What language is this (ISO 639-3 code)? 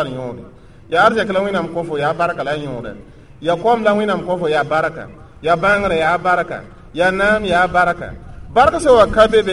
mos